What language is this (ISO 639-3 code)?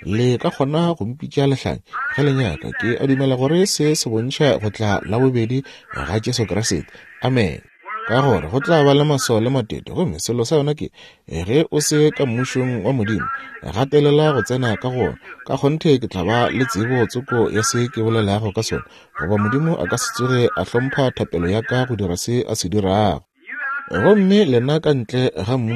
nso